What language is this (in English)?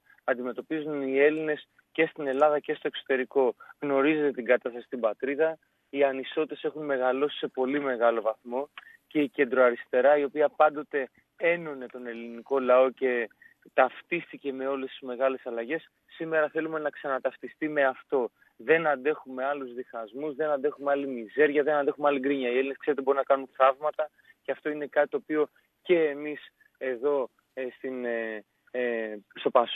Greek